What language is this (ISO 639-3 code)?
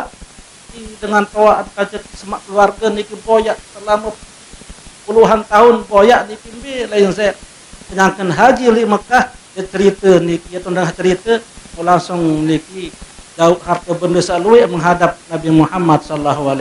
sas